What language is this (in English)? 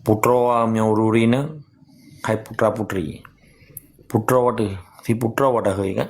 Achinese